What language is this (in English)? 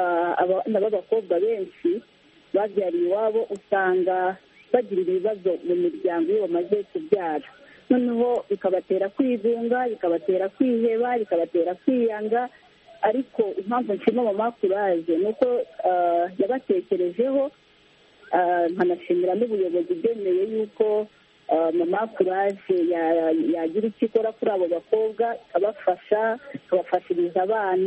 Kinyarwanda